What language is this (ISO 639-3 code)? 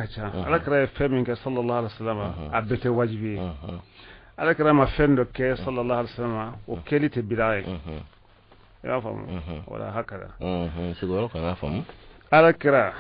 bam